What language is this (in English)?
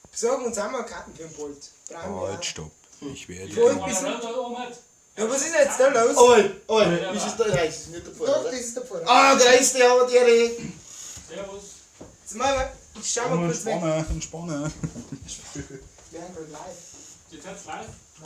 Bavarian